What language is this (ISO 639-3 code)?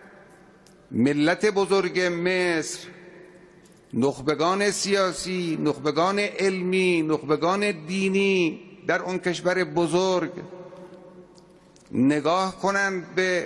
fas